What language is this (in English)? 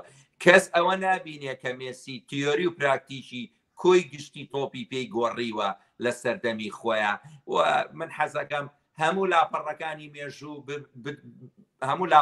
Central Kurdish